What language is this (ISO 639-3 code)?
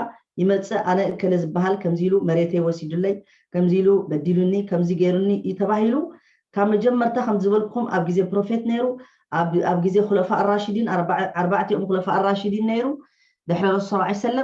tir